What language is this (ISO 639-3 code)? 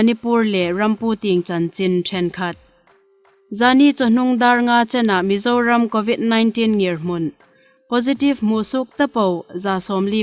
hmr